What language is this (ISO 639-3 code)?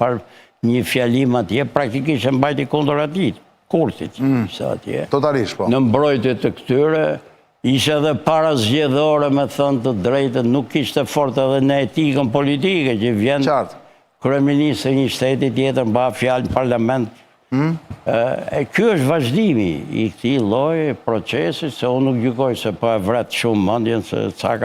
sqi